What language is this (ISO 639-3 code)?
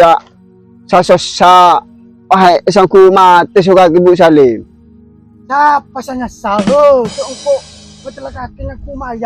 mad